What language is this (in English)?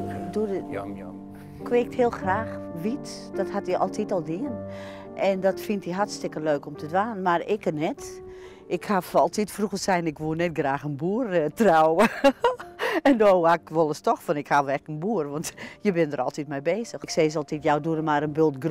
Western Frisian